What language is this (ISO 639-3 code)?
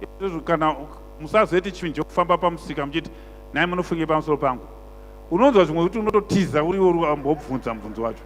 sna